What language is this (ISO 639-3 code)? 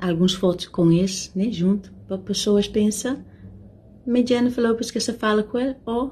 kea